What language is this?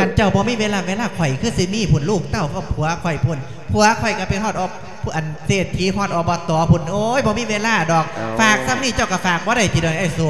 Lao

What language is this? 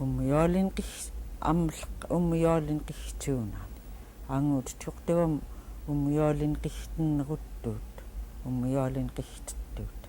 Central Yupik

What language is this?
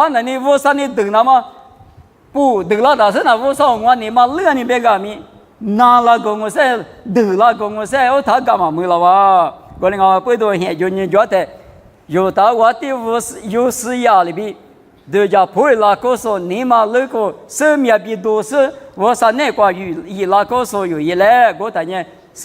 Lisu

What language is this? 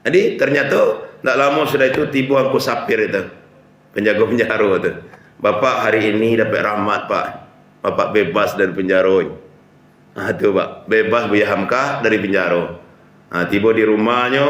Minangkabau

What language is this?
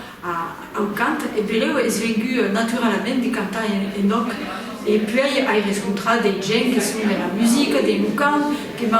Occitan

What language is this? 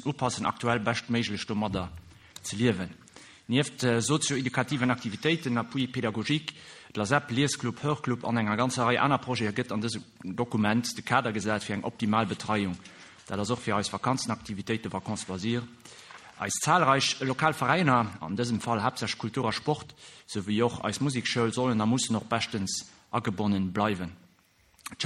Luxembourgish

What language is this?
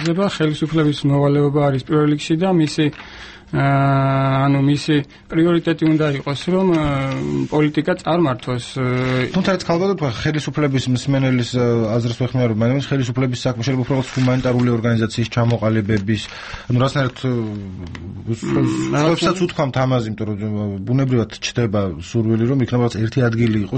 Georgian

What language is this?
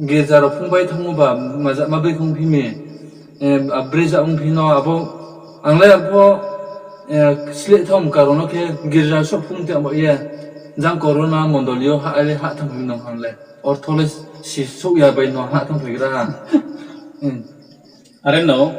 Riang (India)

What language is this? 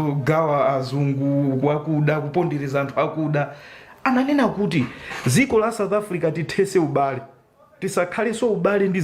Nyanja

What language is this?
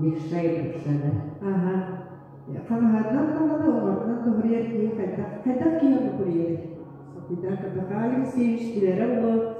Yakut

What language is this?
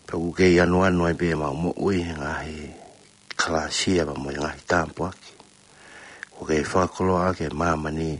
Tongan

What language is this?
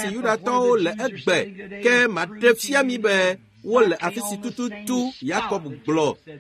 Ewe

